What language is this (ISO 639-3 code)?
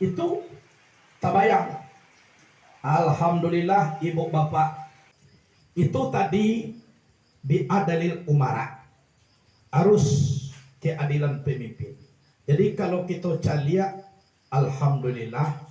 min